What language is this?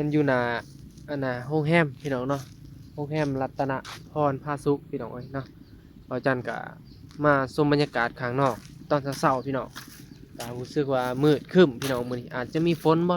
Northeastern Thai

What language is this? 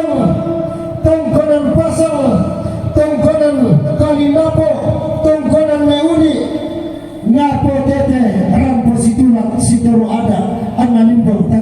Toraja-Sa'dan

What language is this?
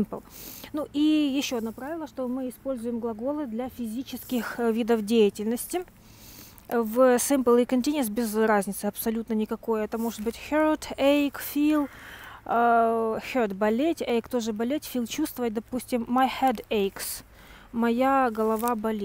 Russian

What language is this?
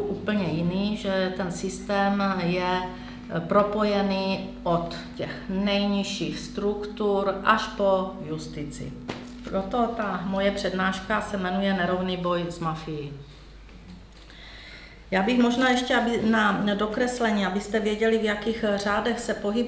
Czech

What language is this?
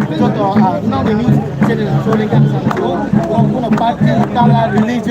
Riang (India)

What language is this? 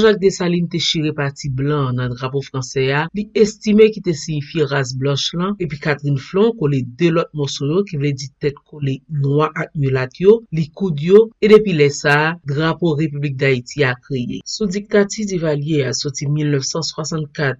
Haitian Creole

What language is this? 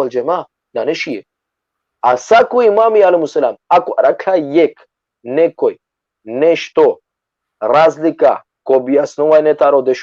Balkan Romani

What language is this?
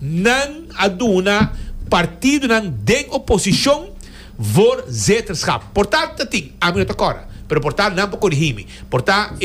Papiamento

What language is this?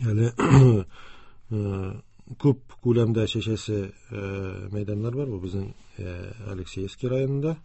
Tatar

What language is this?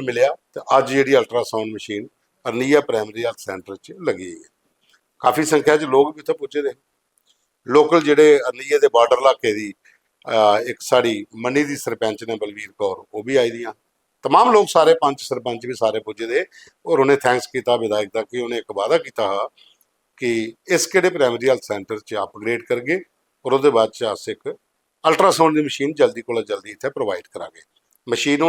Dogri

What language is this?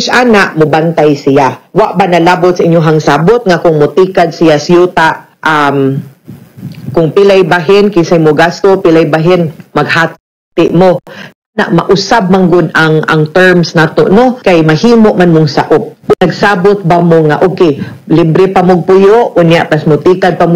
Cebuano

